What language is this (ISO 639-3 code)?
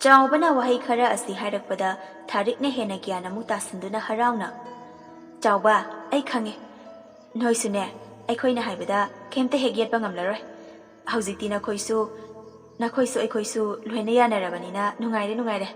mni